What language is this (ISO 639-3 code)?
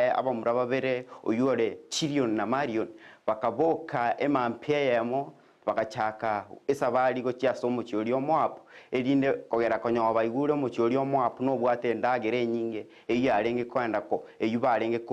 guz